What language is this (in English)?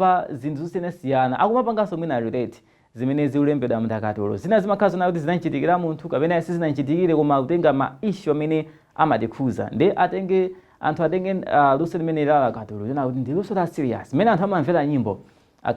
Nyanja